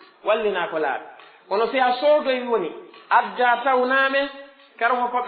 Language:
Pular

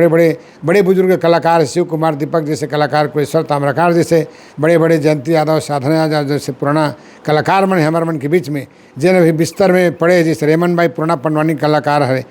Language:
Chhattisgarhi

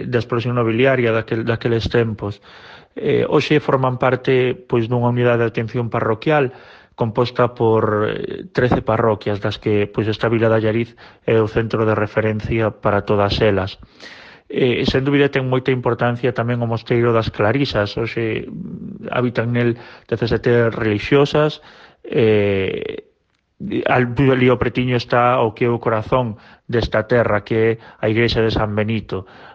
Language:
Galician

